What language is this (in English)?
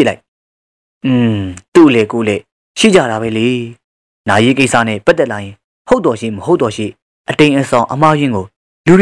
Burmese